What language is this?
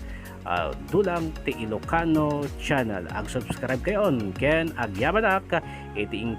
Iloko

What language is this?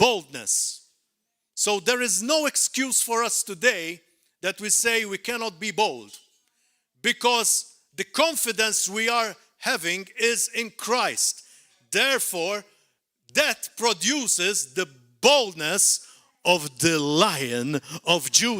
English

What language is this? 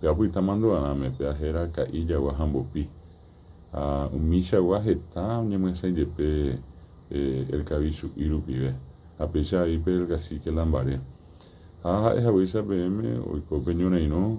Guarani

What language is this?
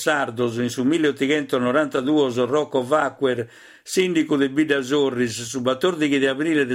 Sardinian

